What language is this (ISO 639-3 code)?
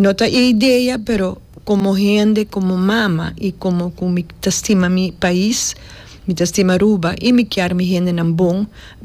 pap